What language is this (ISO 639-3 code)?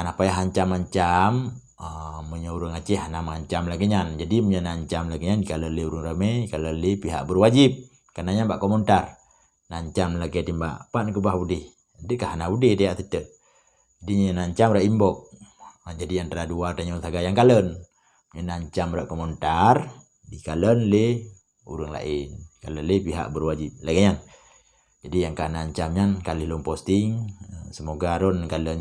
ace